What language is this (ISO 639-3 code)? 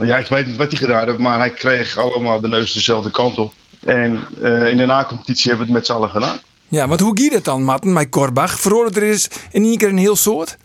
fry